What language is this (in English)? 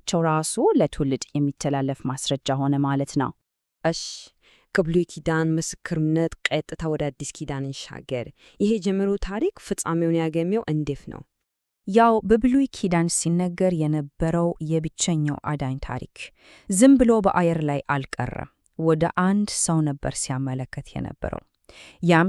Amharic